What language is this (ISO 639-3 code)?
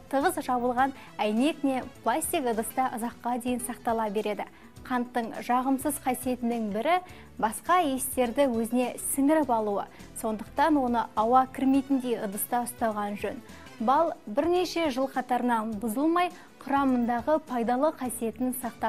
kaz